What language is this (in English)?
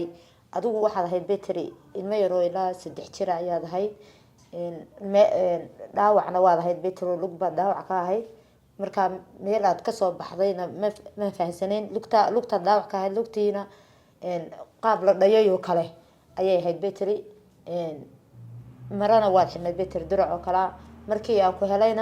Somali